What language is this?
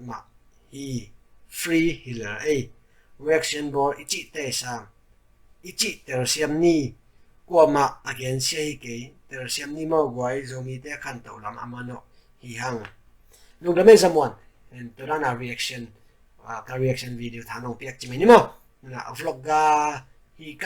Tedim Chin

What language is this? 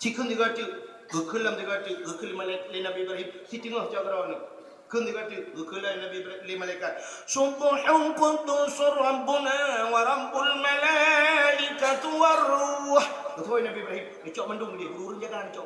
Achinese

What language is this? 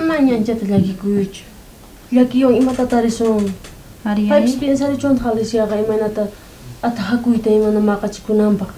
South Bolivian Quechua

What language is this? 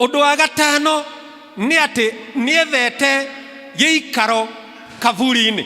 Kikuyu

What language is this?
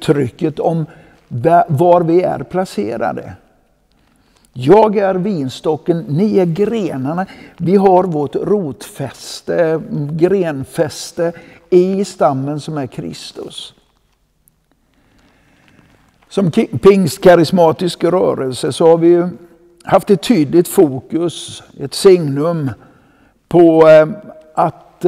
Swedish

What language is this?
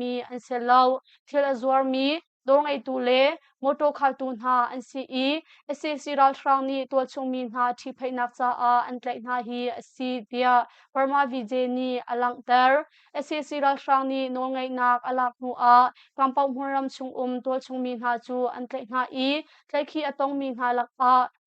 Hakha Chin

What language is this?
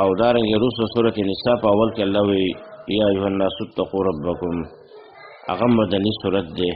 Pashto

